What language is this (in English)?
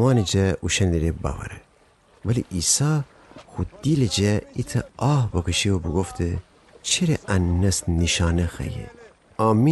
Gilaki